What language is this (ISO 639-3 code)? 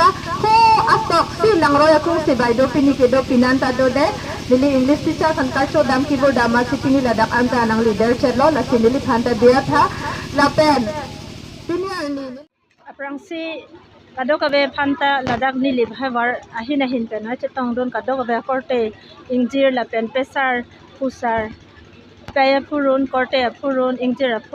mjw